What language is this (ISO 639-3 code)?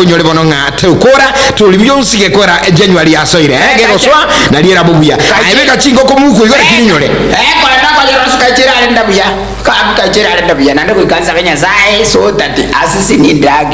guz